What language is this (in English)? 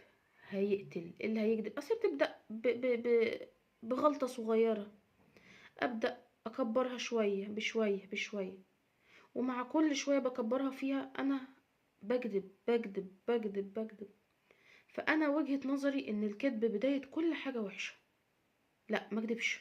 Egyptian Arabic